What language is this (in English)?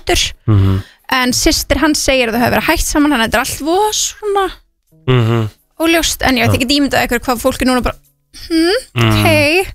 Icelandic